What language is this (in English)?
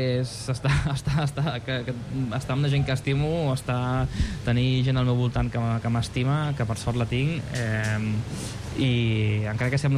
Catalan